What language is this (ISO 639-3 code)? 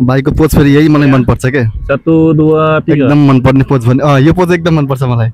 nep